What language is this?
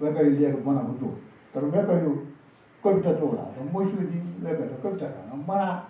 Newari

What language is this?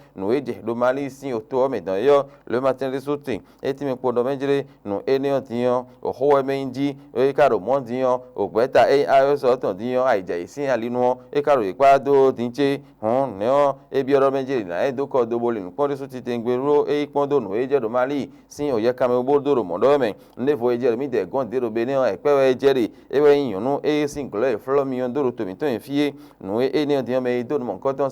Fon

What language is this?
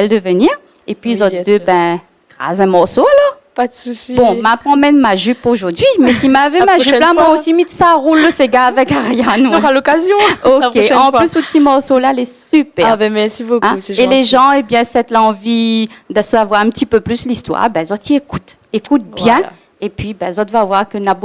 Réunion Creole French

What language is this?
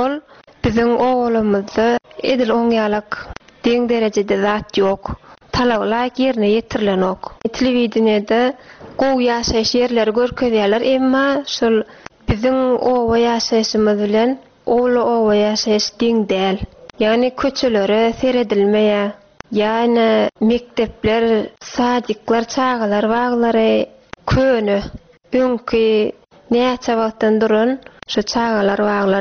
Turkmen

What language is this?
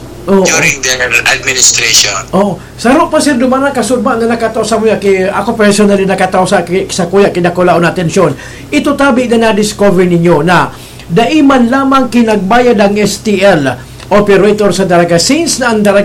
Bikol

